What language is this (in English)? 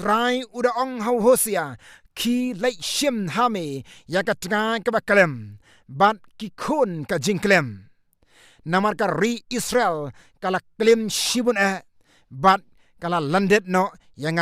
Khasi